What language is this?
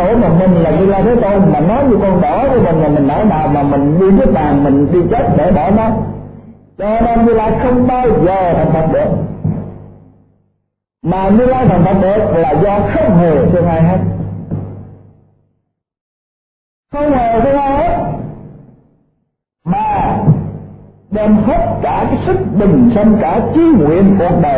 Vietnamese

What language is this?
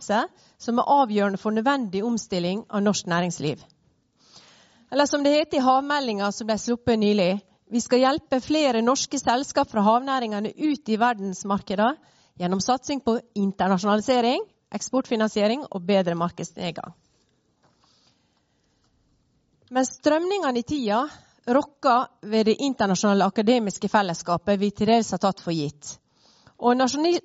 Norwegian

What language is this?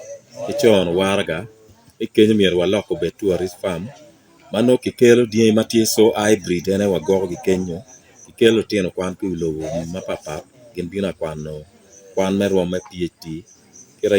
Acoli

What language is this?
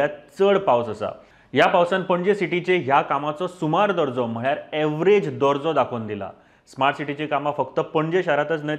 Konkani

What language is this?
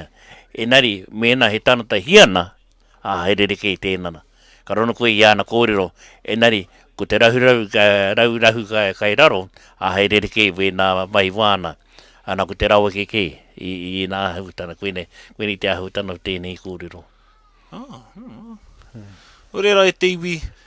Māori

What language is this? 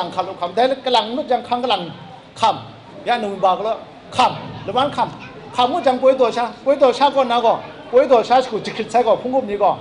Kachin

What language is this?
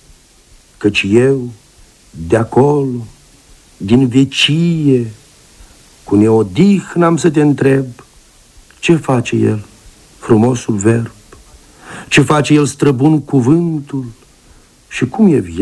Romanian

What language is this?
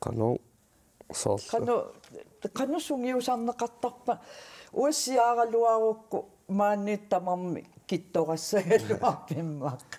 Kalaallisut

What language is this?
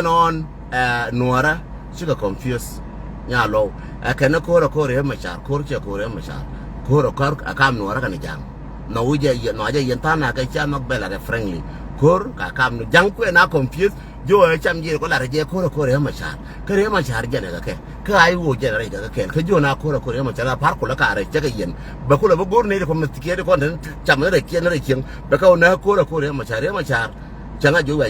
Nuer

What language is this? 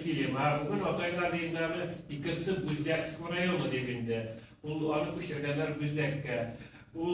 Tatar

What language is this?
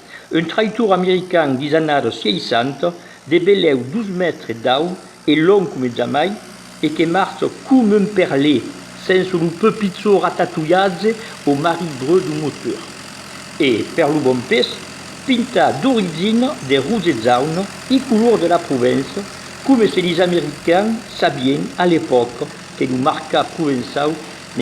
Occitan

